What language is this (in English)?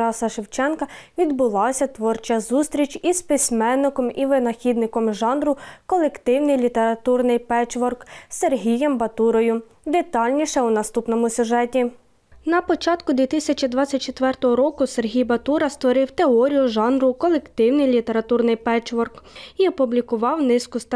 Ukrainian